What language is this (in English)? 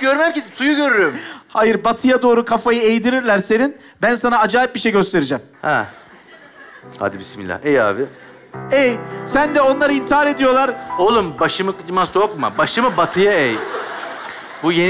Turkish